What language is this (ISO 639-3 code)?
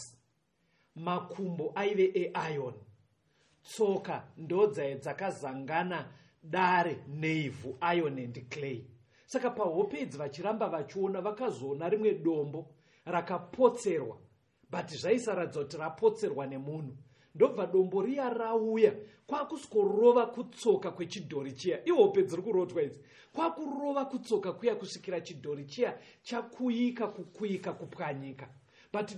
sna